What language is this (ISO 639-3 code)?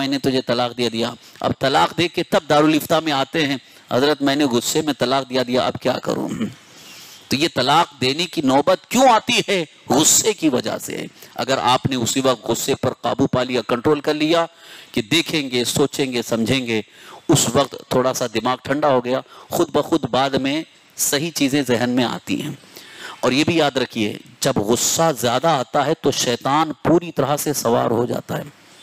urd